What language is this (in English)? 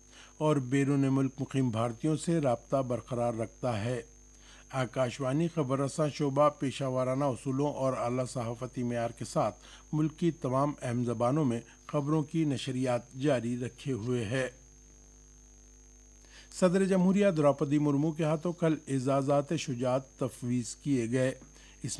Urdu